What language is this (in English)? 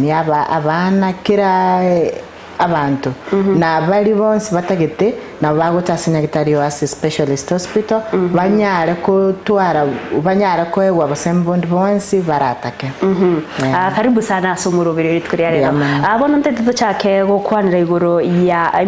Gusii